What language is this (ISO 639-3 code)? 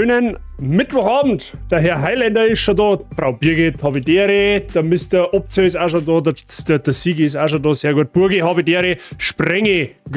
bar